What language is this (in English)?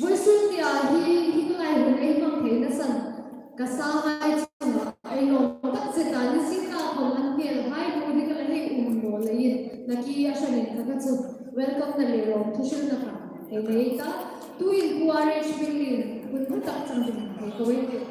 Hmar